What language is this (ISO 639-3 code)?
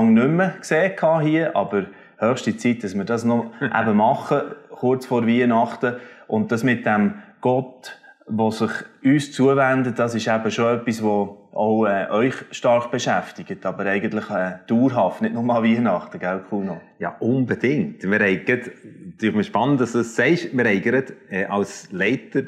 gsw